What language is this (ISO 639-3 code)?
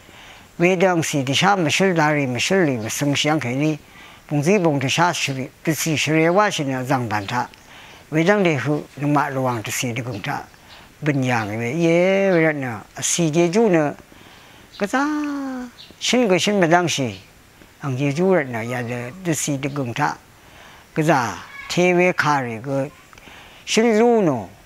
raw